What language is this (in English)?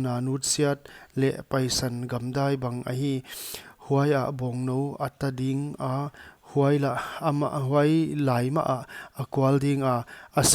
Paite Chin